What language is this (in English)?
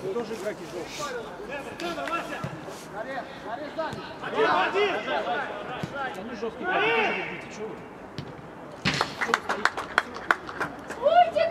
Russian